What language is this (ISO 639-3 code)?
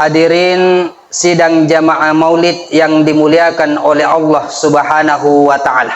bug